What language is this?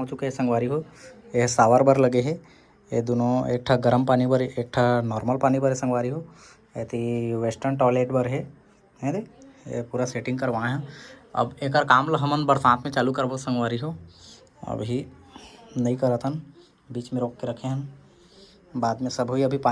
Chhattisgarhi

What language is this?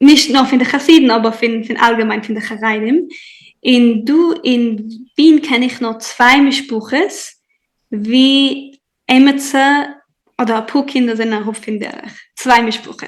Yiddish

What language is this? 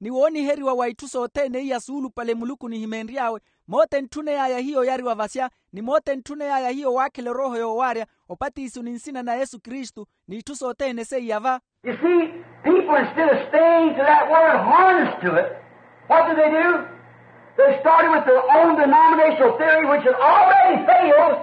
Makhuwa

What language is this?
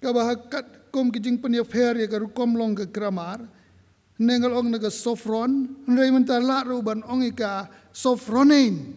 Khasi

